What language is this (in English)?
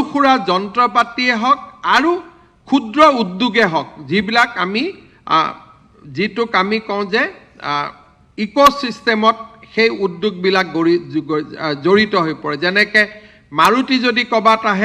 Assamese